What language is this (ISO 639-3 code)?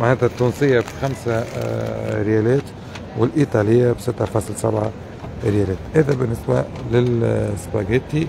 aeb